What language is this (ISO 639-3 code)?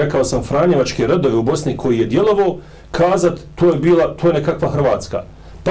bos